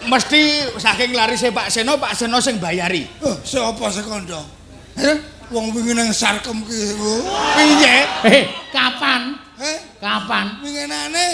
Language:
Javanese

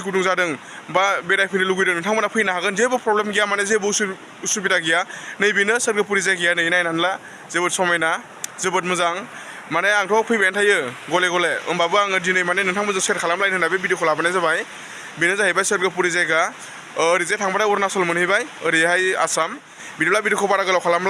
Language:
Bodo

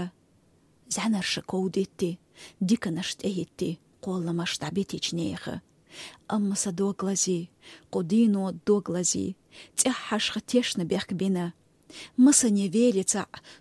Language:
Latvian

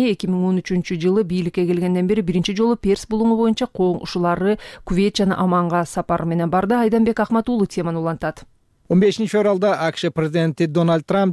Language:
Kyrgyz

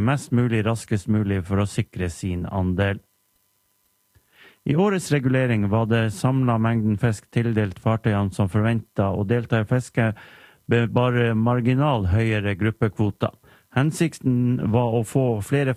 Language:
Norwegian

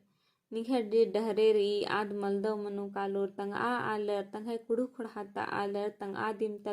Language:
Kurukh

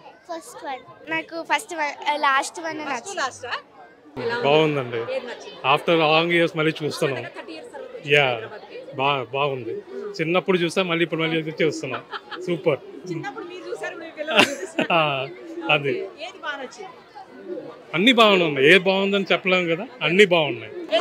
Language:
Telugu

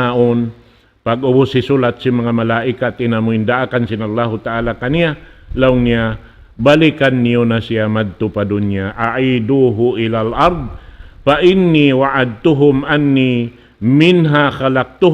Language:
Tausug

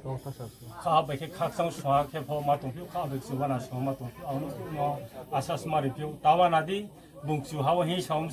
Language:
Riang (India)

